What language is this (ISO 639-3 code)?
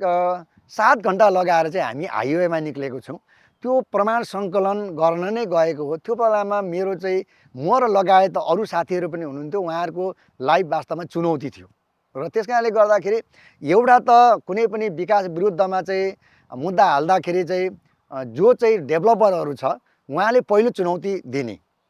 nep